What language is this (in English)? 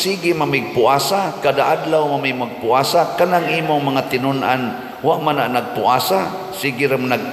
Cebuano